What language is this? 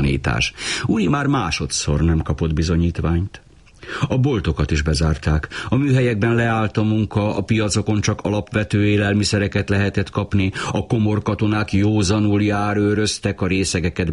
Hungarian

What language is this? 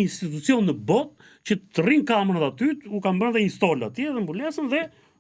Albanian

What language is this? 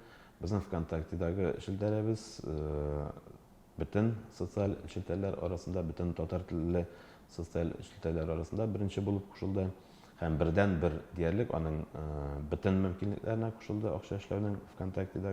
Tatar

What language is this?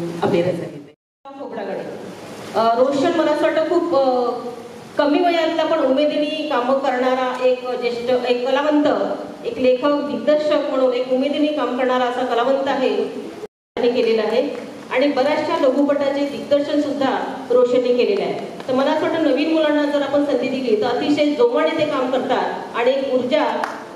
Marathi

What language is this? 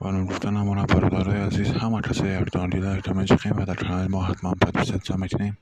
Tajik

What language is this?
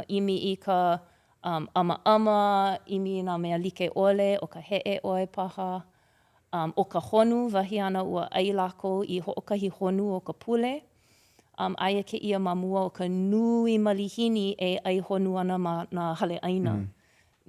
Hawaiian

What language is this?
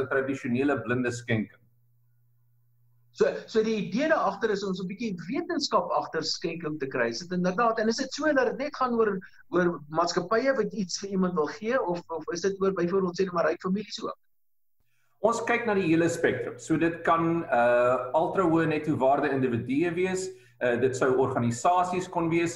Afrikaans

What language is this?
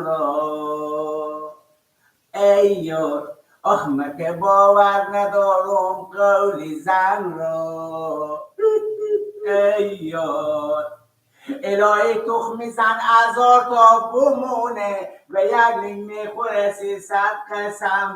Persian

